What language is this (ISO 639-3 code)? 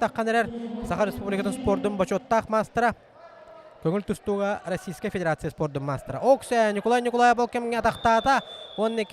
sah